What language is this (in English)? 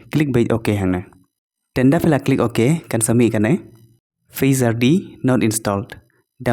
Khasi